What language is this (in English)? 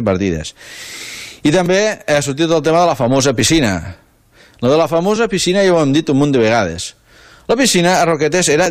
Catalan